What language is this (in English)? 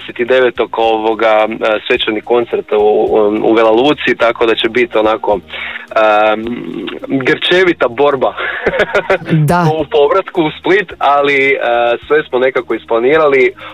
Croatian